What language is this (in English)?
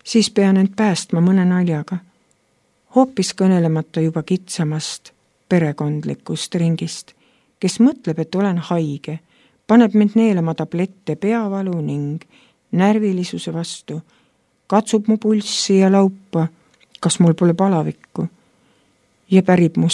Estonian